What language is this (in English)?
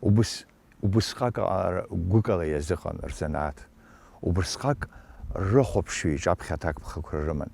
Abkhazian